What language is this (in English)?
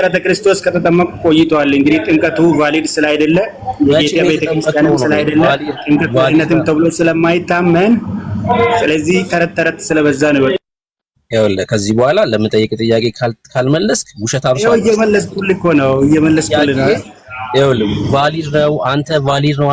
Amharic